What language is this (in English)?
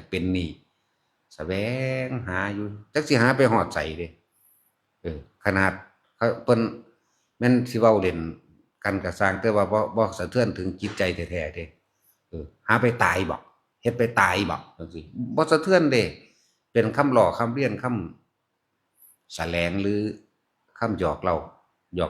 Northeastern Thai